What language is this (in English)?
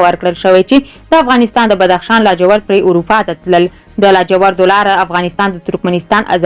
Pashto